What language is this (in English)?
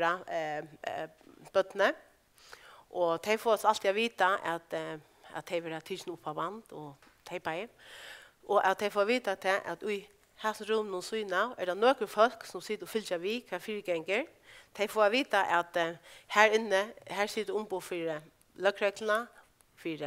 Faroese